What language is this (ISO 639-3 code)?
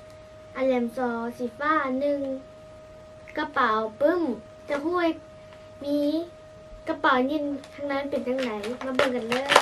lao